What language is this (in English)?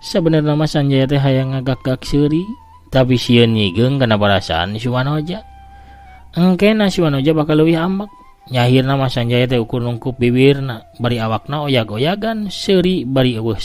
Sundanese